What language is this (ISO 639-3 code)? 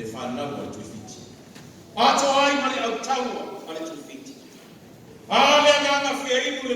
smo